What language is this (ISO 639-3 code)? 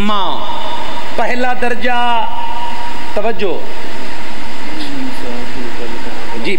urd